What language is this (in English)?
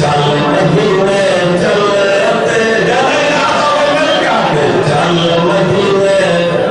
Saraiki